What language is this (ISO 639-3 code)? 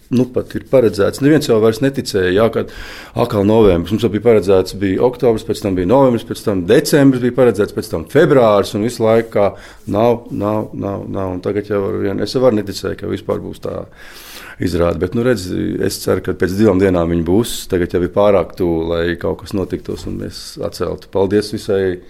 lav